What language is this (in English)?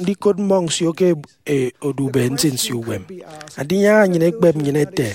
Efik